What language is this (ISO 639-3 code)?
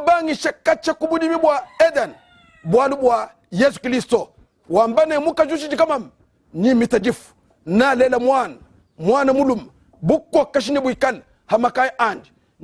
lua